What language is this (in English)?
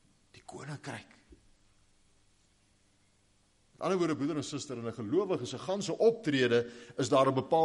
Afrikaans